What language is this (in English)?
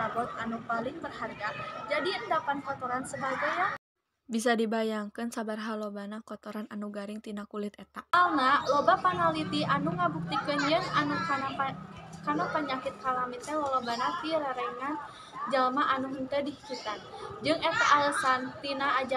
Sundanese